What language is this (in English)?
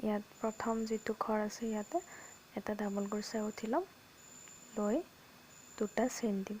Assamese